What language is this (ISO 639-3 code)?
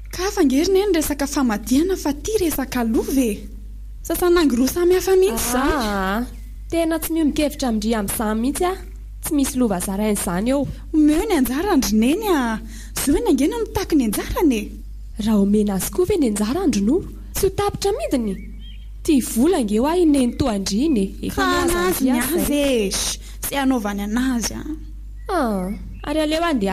mlg